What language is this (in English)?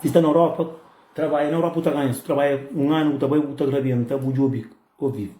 Kabuverdianu